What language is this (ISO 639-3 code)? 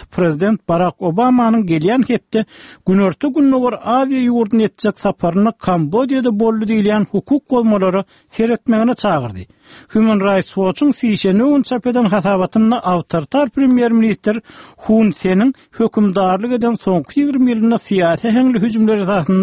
tuk